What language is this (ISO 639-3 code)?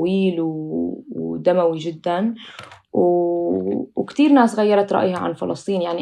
apc